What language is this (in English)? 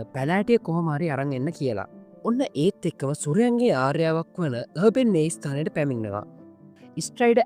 Sinhala